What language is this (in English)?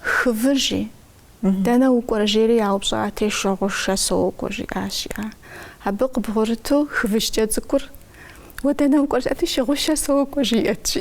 Kabardian